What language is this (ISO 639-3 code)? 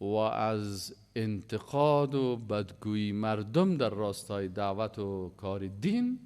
fas